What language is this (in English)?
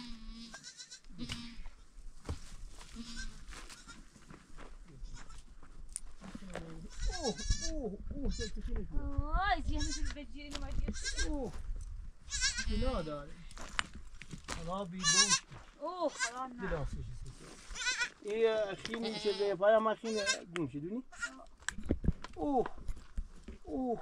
Persian